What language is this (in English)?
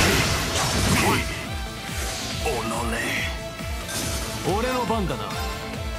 Japanese